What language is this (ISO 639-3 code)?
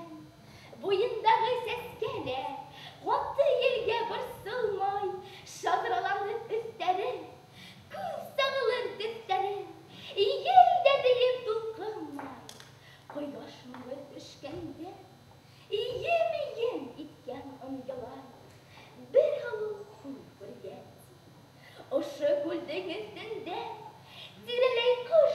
bak